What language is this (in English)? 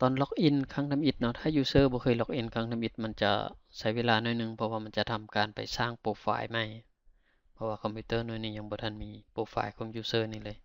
Lao